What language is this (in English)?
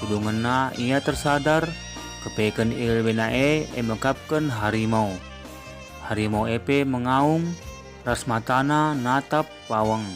Batak Karo